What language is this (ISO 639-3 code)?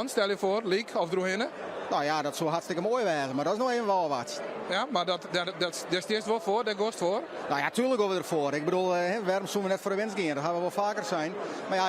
fry